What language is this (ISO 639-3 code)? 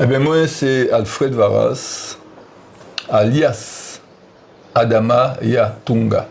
gcf